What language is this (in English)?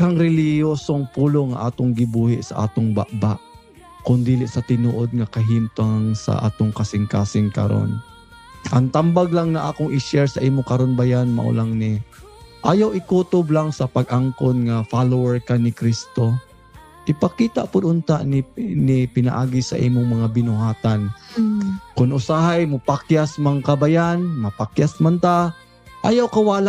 Cebuano